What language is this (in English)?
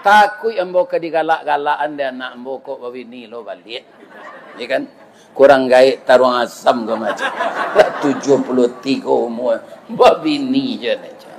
Minangkabau